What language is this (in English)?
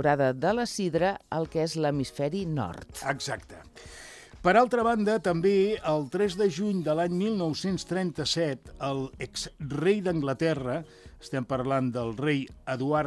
Catalan